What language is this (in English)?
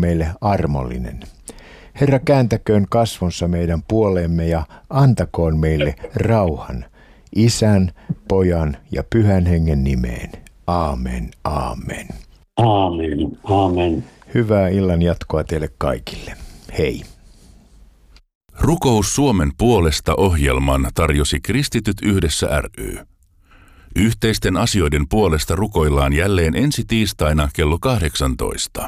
Finnish